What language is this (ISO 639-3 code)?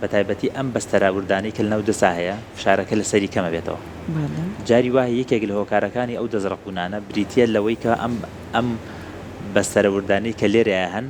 ckb